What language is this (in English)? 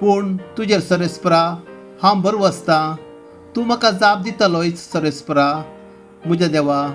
Konkani